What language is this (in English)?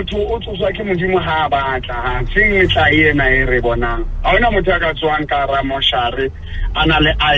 Southern Sotho